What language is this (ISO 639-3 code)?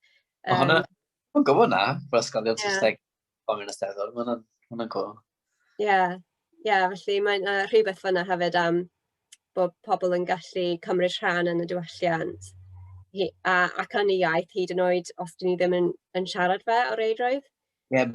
cym